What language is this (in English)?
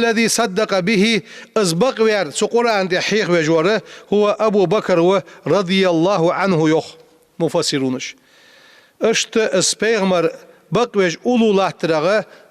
Ingush